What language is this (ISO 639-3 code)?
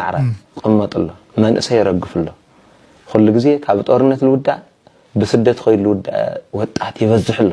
tir